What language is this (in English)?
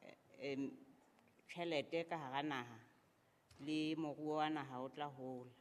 Southern Sotho